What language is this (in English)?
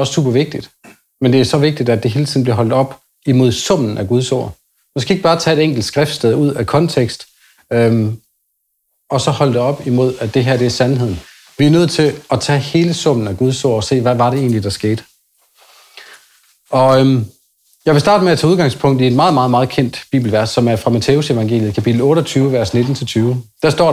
Danish